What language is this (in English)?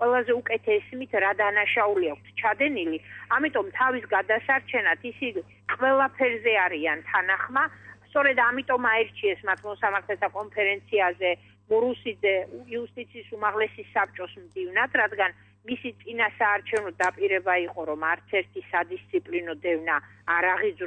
Georgian